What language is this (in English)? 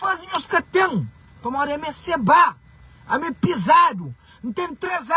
Kabuverdianu